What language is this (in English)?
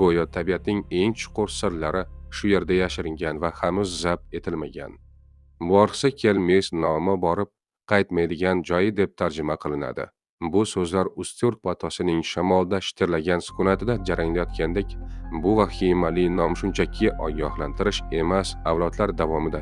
Uzbek